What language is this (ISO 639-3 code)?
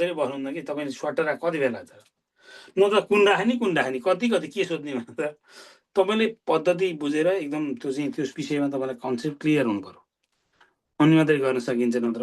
nep